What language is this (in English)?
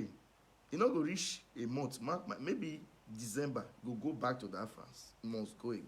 Nigerian Pidgin